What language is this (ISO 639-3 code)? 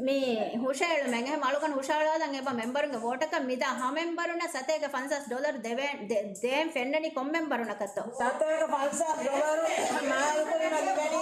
div